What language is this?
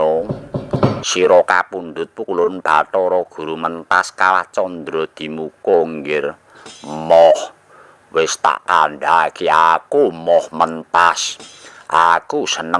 Javanese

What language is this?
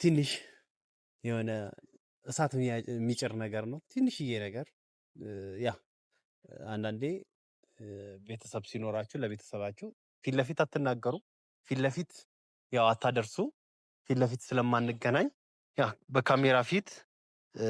Amharic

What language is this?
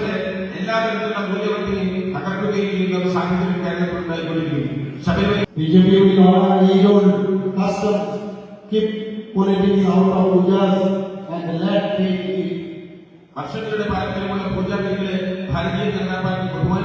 Kok Borok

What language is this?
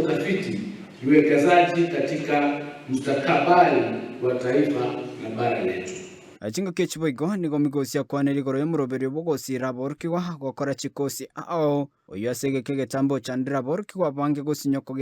Gusii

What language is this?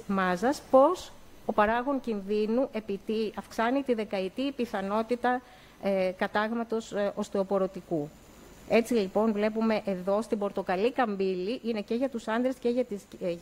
Greek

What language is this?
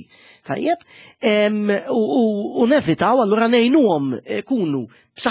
Maltese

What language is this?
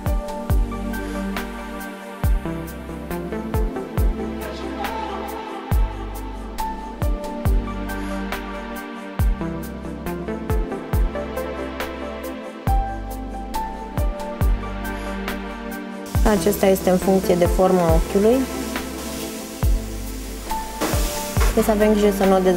Romanian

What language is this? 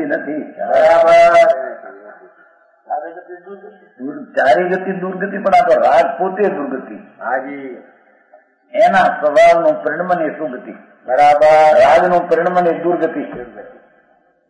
Gujarati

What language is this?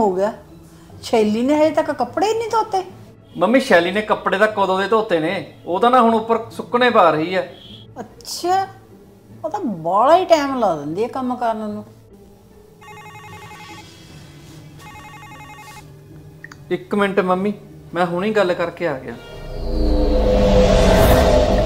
Punjabi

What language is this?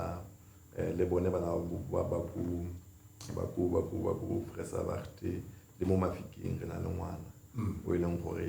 Tswana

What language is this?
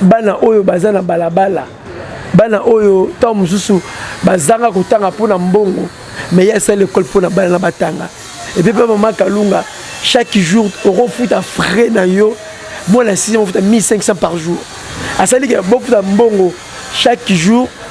Lingala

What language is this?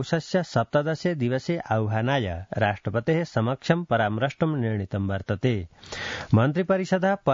Sanskrit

